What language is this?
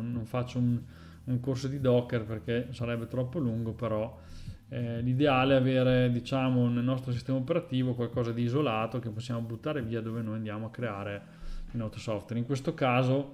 Italian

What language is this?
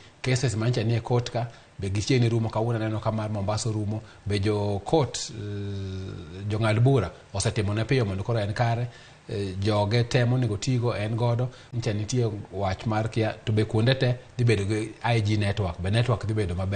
Luo (Kenya and Tanzania)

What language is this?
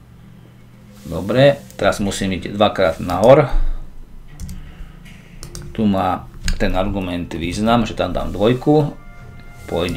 Slovak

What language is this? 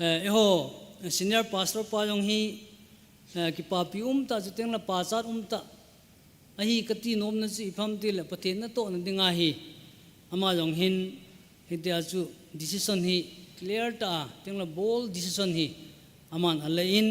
Thado Chin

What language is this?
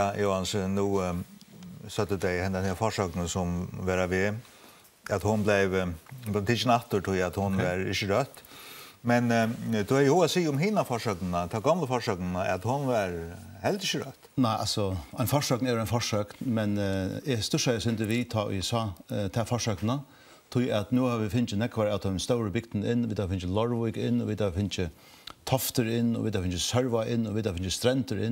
Faroese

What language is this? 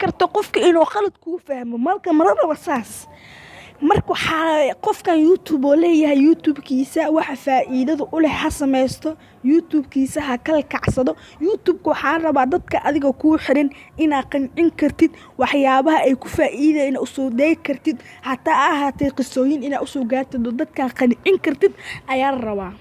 Somali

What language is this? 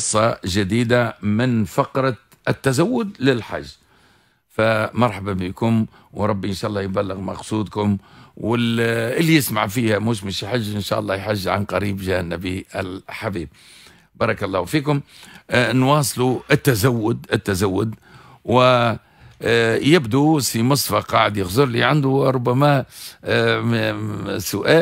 Tunisian Arabic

